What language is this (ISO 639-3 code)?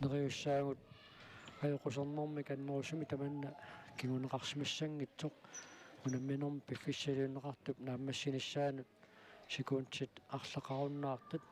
kal